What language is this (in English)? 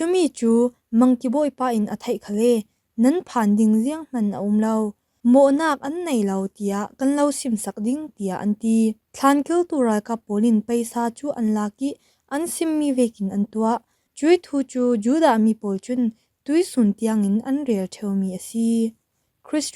Falam Chin